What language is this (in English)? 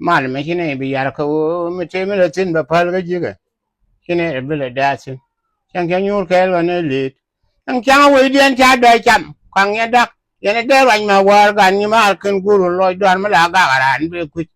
Nuer